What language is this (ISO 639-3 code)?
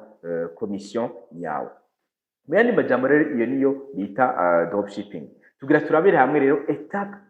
run